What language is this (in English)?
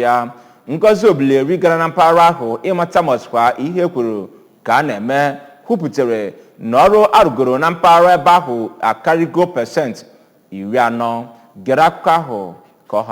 Igbo